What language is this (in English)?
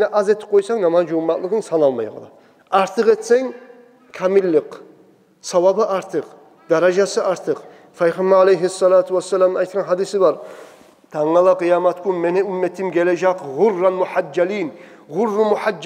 Kumyk